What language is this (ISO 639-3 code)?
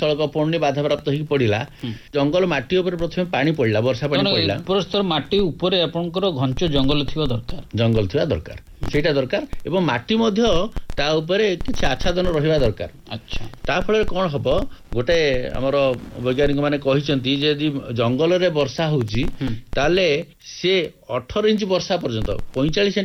ori